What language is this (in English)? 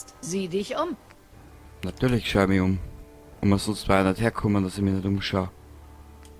Bavarian